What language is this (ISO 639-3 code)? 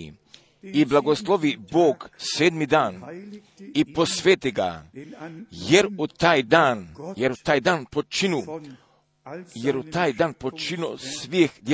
hrv